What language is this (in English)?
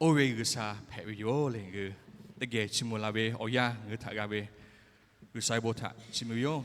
Lahu